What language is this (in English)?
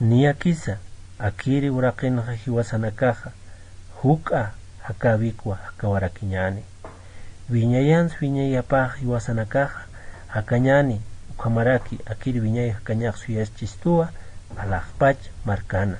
Aymara